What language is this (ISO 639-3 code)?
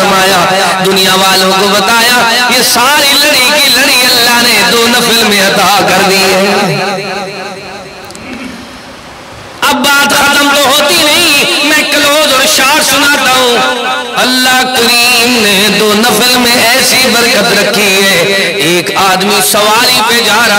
urd